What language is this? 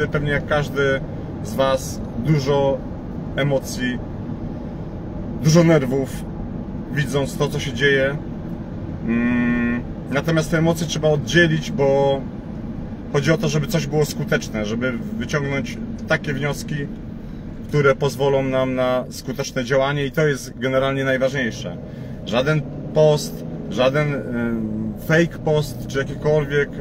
Polish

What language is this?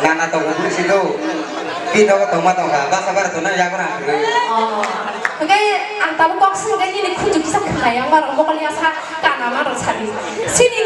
Kok Borok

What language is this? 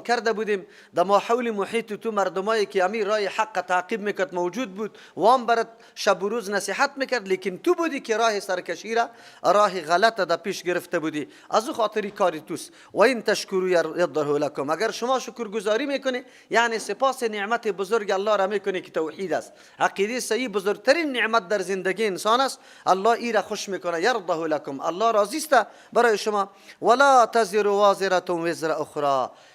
Persian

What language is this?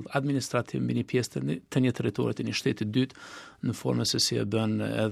Albanian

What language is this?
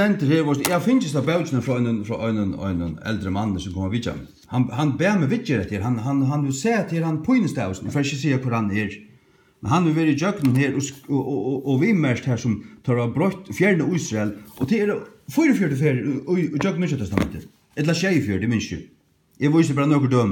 Faroese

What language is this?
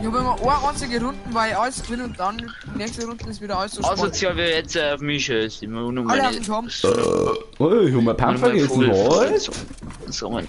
Bavarian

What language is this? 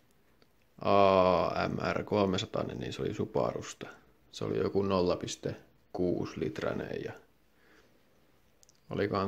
Finnish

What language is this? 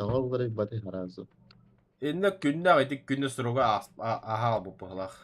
Yakut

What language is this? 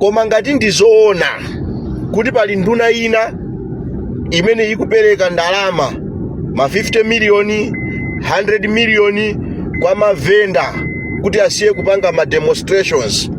Nyanja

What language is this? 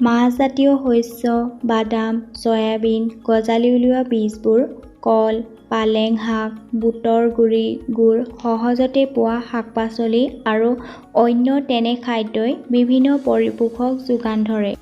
Assamese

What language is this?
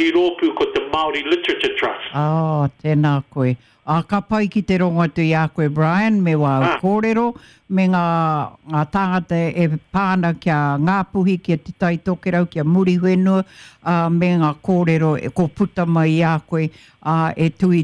Māori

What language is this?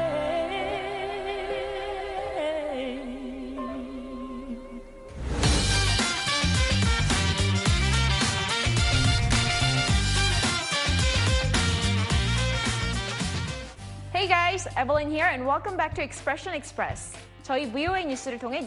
Korean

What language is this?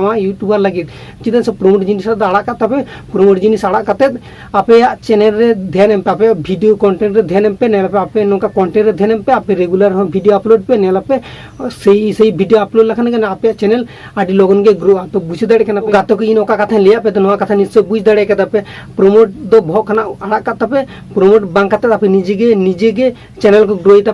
Santali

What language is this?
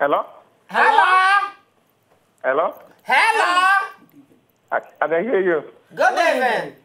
Nigerian Pidgin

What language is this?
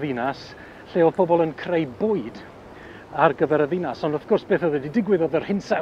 Welsh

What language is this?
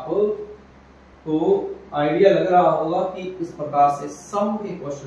Hindi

